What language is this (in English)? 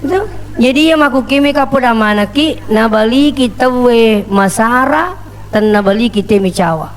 Buginese